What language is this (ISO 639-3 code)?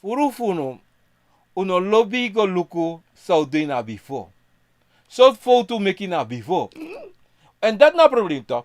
srn